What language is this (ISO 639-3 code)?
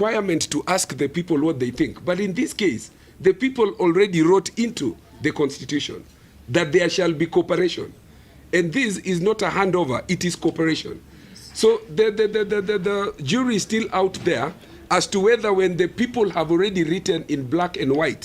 mer